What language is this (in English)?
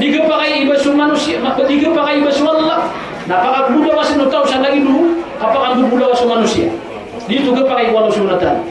Maranao